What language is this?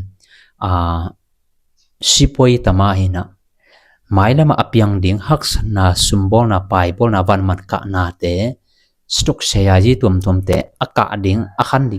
Tedim Chin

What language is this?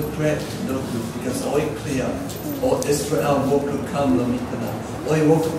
Tok Pisin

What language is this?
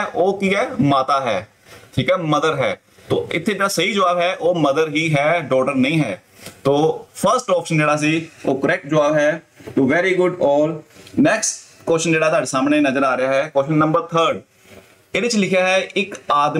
Punjabi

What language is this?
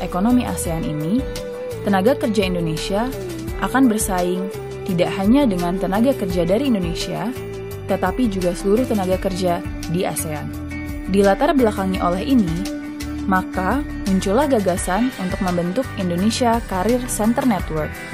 Indonesian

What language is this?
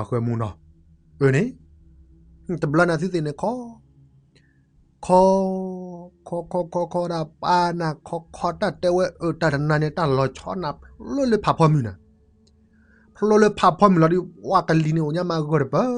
S'gaw Karen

